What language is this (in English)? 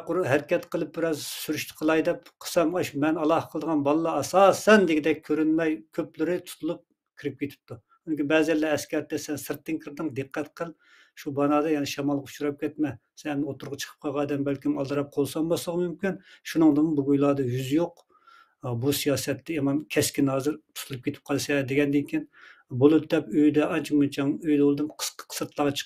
Uyghur